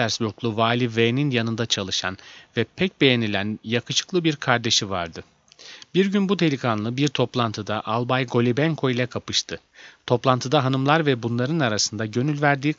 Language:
Turkish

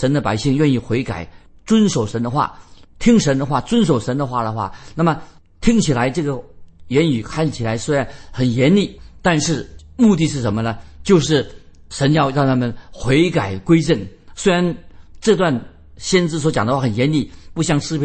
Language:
Chinese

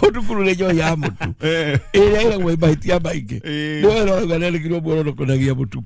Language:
Kikuyu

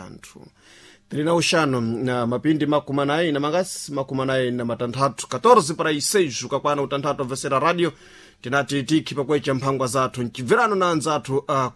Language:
Sena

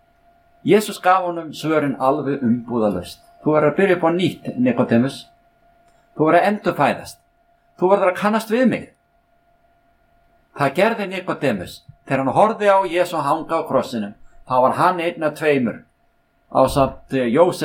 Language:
Icelandic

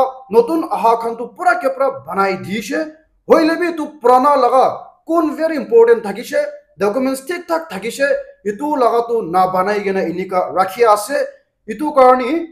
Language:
Naga Pidgin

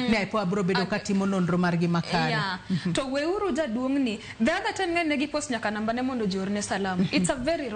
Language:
Luo (Kenya and Tanzania)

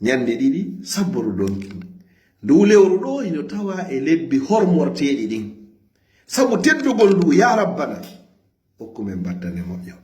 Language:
Fula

